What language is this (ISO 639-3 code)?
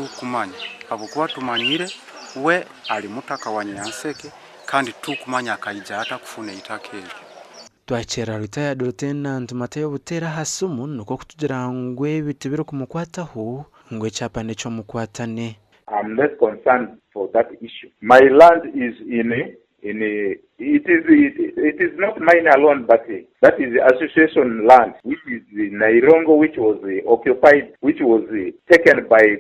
nyn